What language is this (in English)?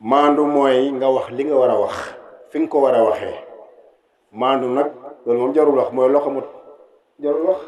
Wolof